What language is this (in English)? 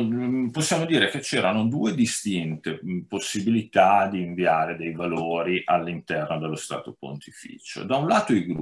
Italian